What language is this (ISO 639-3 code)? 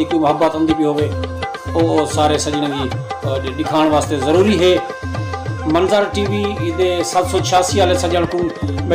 skr